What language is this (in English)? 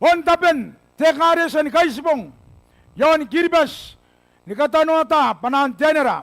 Gilbertese